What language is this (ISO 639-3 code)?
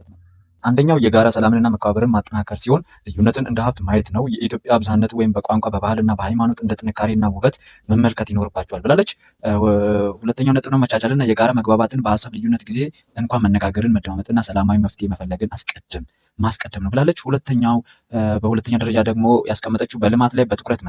amh